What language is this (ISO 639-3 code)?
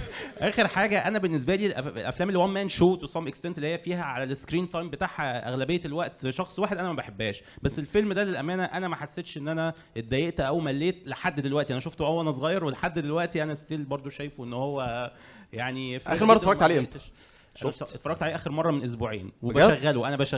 arz